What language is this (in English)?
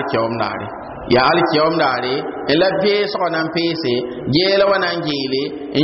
Mossi